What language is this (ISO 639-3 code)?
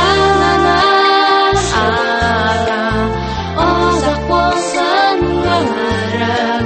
kaz